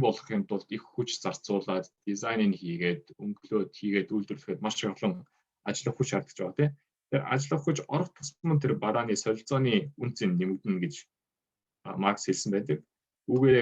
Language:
Mongolian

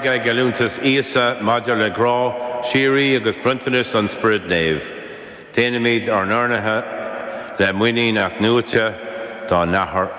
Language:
Irish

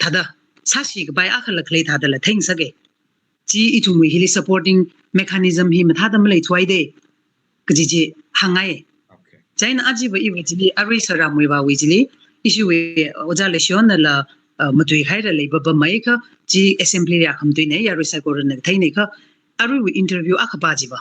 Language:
Tangkhul Naga (India)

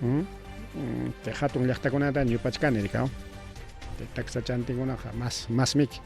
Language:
Ayacucho Quechua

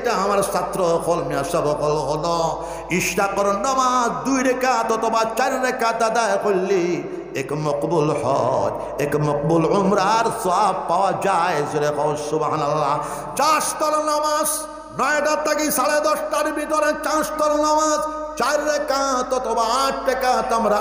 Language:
Sylheti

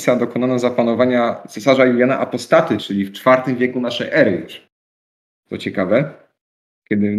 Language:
Polish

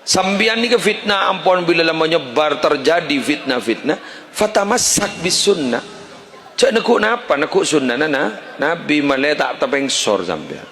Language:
Madurese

